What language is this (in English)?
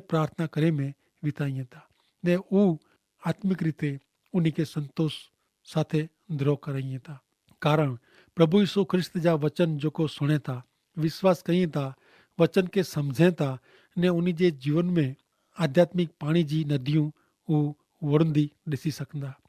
Kachhi